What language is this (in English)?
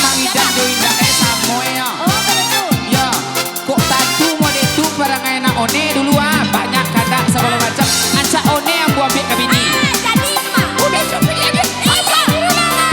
Minangkabau